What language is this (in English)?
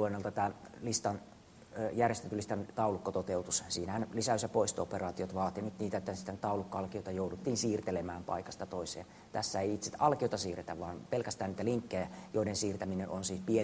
Finnish